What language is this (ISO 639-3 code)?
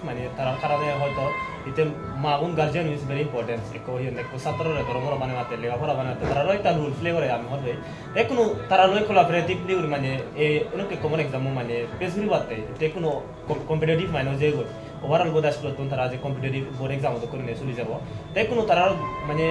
ccp